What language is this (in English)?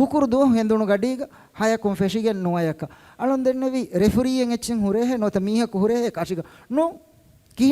Divehi